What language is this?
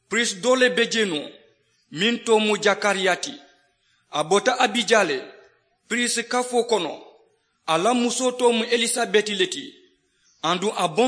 Mandingo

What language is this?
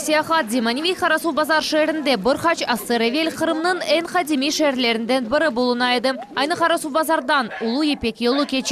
Crimean Tatar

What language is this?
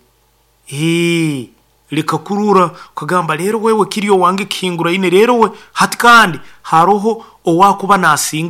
Nyoro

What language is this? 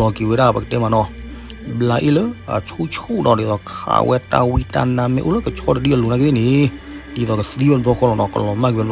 S'gaw Karen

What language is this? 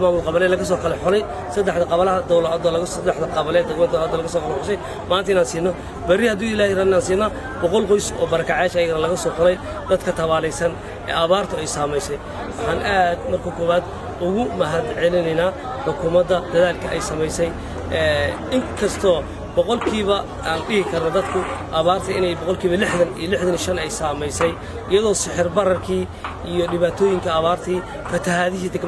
Somali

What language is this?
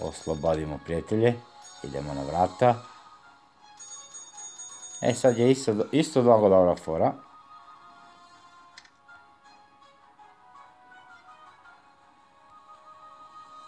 Serbian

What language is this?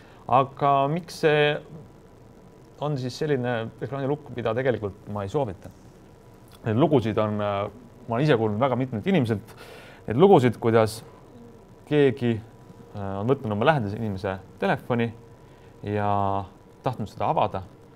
Estonian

